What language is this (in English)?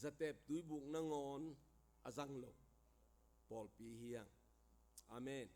Tedim Chin